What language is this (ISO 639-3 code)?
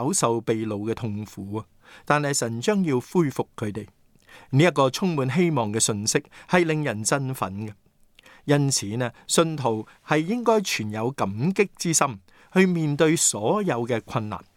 yue